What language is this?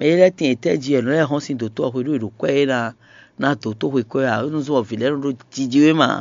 Fon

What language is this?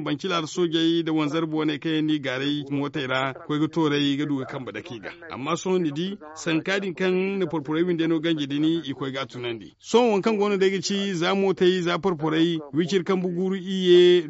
Zarma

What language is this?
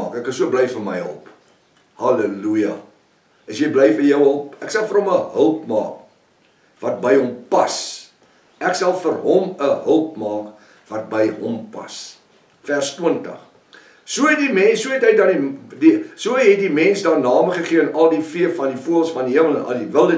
Afrikaans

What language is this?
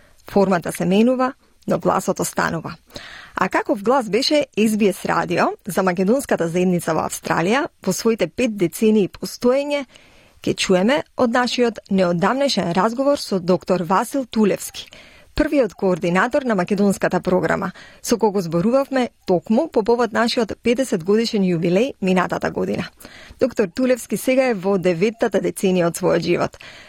Macedonian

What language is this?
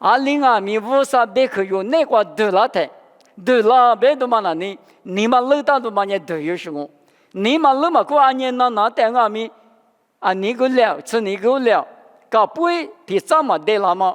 Lisu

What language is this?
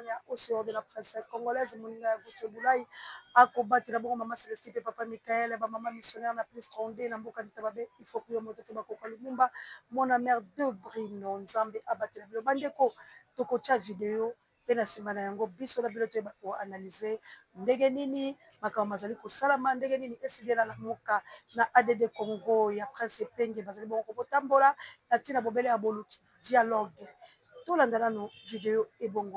Lingala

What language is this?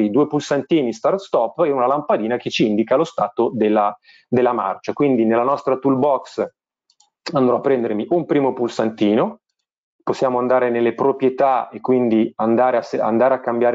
Italian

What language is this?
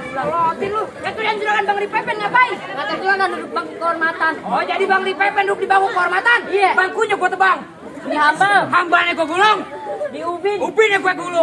Betawi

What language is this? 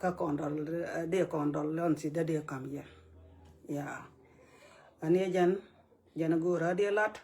Nuer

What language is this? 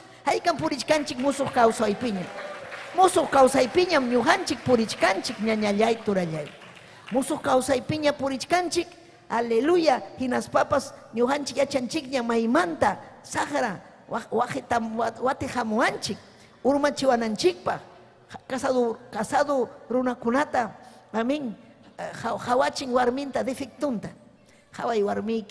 Ayacucho Quechua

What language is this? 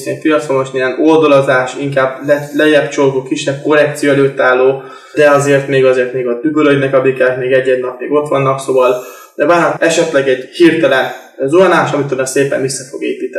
Hungarian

